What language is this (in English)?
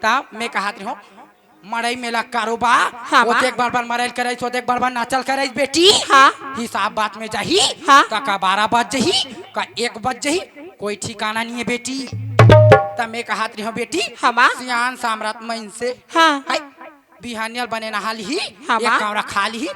Chhattisgarhi